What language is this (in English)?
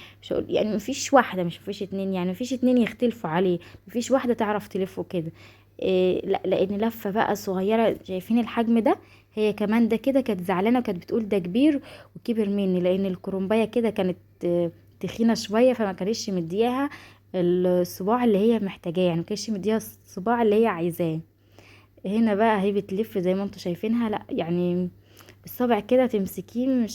Egyptian Arabic